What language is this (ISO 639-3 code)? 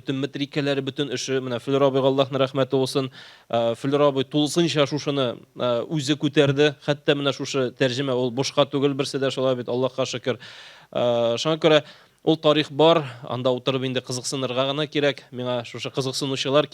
tat